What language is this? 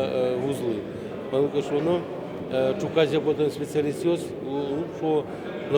Udmurt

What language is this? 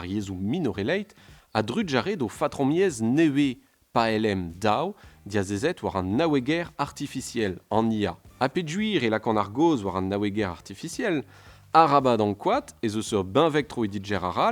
Breton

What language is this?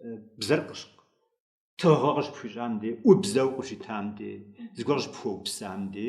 Kabardian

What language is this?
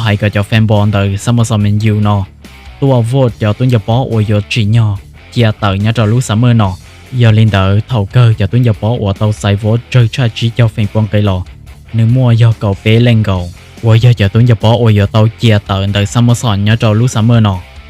Hmong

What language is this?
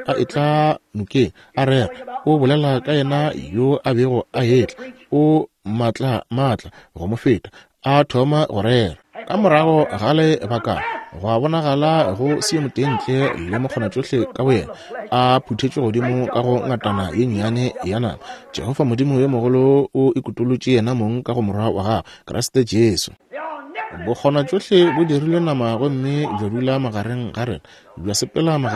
Northern Sotho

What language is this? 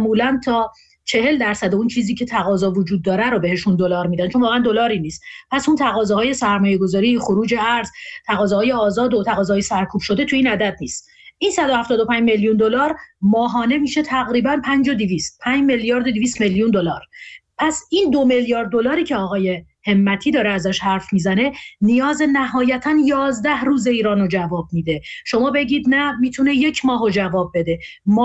Persian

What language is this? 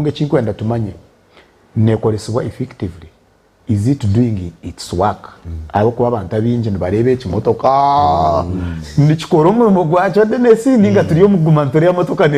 Nyankole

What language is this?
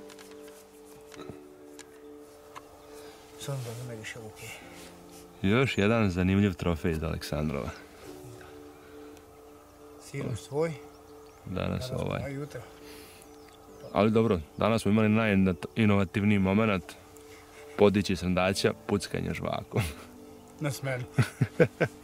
Serbian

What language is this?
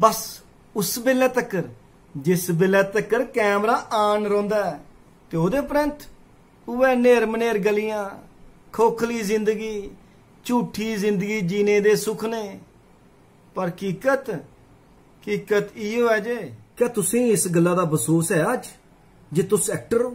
Dogri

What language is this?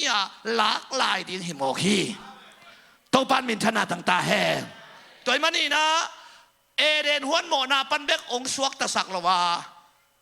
Tedim Chin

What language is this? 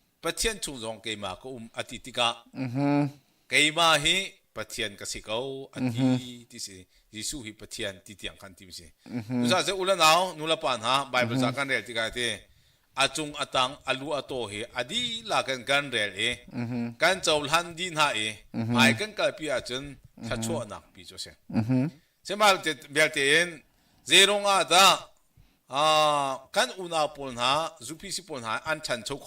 Hakha Chin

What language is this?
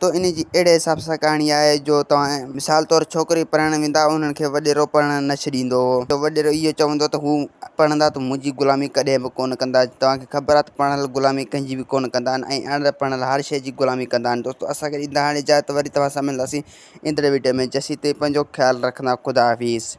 Sindhi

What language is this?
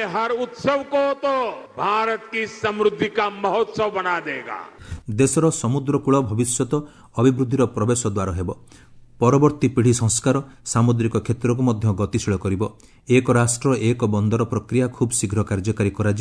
Odia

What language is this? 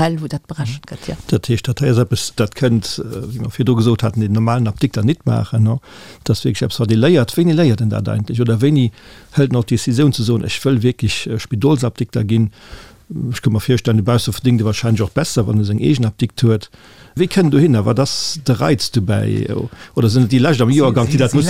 Luxembourgish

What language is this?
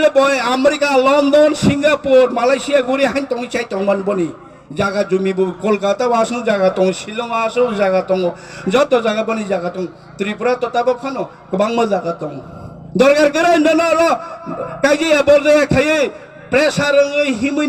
Kok Borok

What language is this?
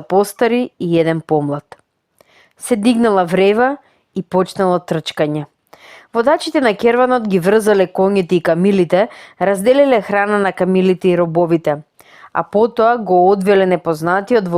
Macedonian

